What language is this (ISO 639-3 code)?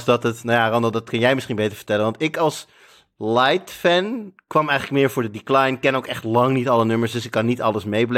nld